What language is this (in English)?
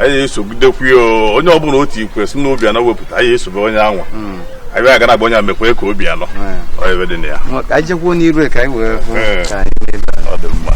Igbo